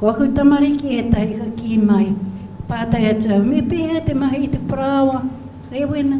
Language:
Māori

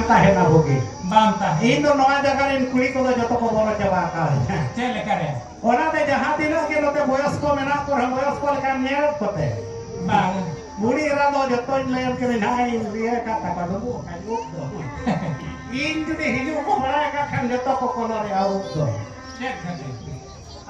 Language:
Santali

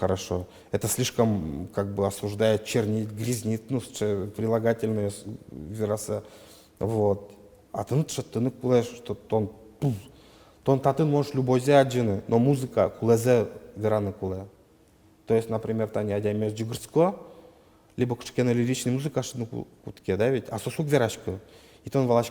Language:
Udmurt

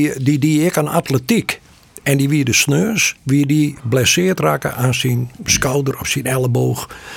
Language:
Western Frisian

